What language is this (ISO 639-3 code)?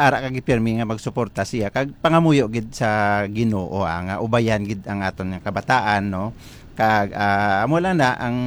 hil